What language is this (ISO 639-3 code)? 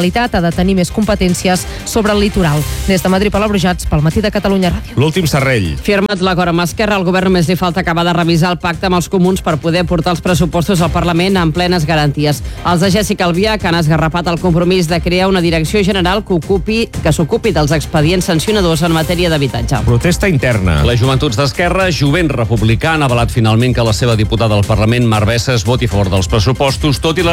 cat